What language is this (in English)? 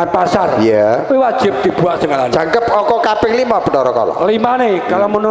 Javanese